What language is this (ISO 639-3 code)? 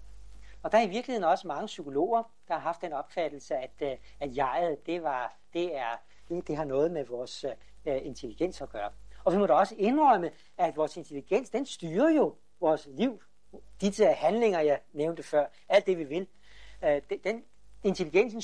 dan